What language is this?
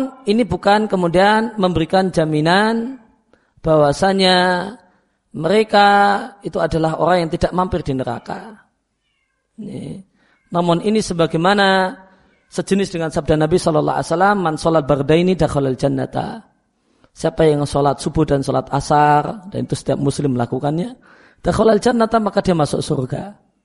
Indonesian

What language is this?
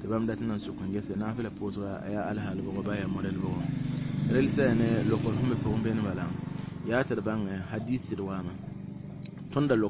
Mossi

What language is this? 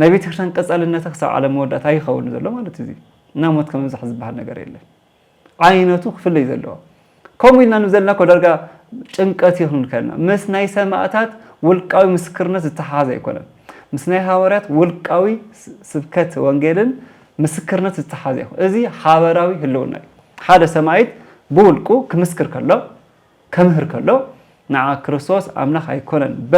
Tigrinya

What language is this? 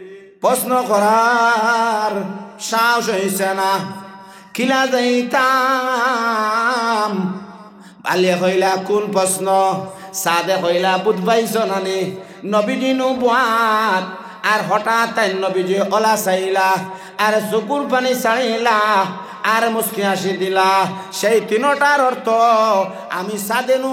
Sylheti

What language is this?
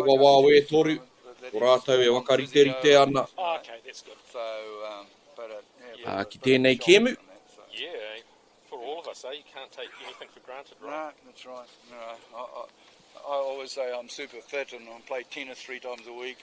Māori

